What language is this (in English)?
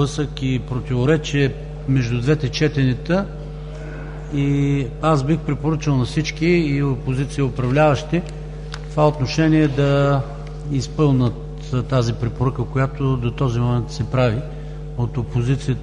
Bulgarian